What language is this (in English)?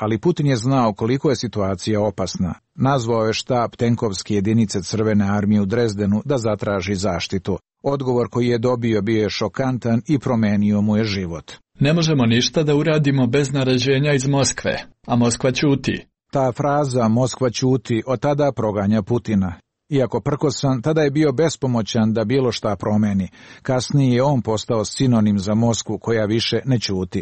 Serbian